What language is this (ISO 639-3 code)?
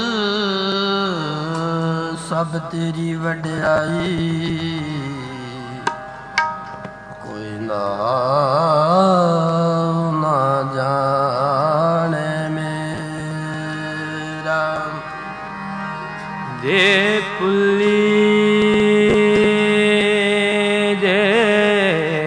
pan